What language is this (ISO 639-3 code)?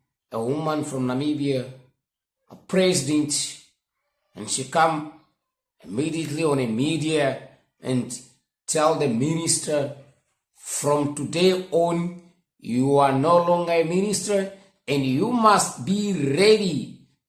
eng